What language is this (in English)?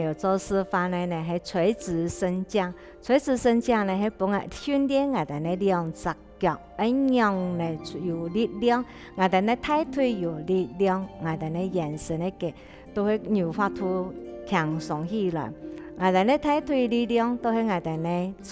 Hakka Chinese